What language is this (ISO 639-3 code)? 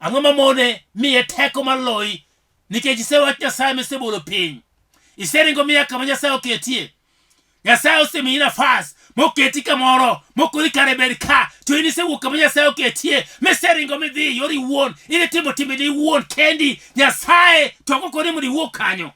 luo